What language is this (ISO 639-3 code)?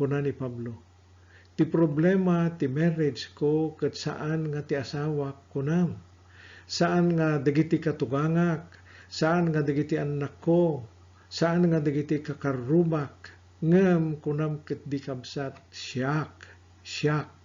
ilo